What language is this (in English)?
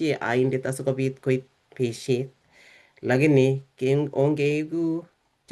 Kalenjin